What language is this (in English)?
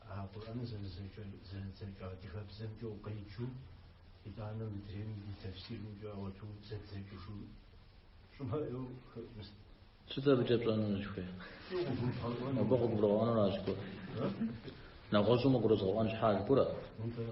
Kabardian